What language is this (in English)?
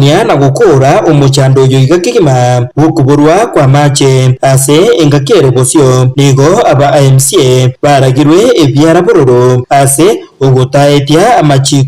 Gusii